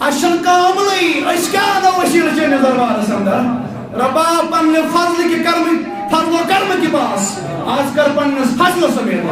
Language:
Kashmiri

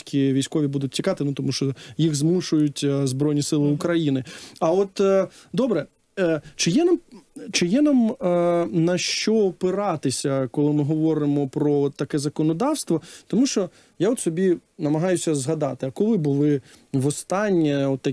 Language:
Ukrainian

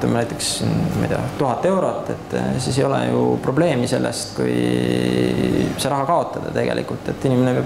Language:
Estonian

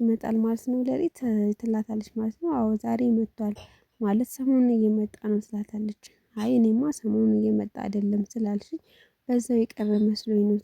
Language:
Amharic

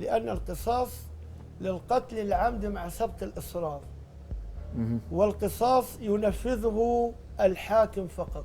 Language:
Egyptian Arabic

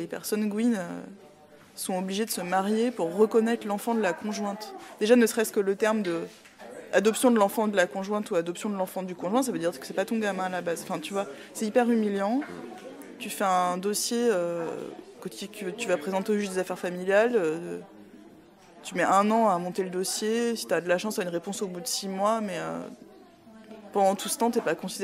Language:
French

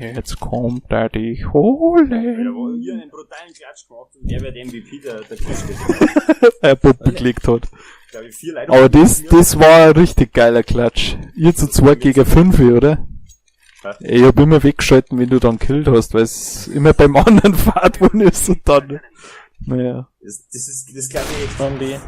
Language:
Bavarian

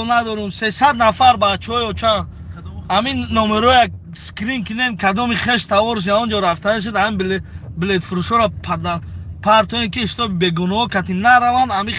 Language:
Tajik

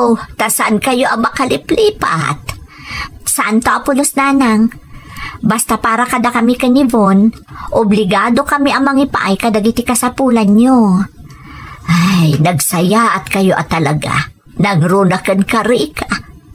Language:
Iloko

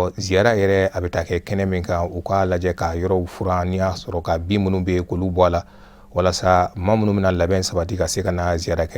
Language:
Bambara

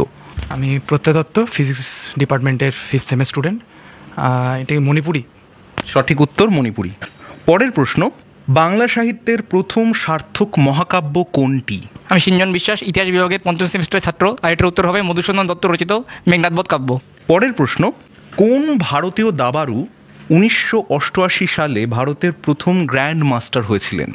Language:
Bangla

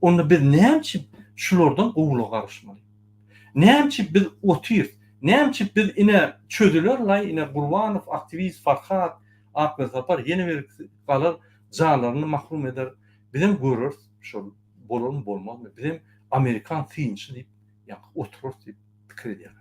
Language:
Turkmen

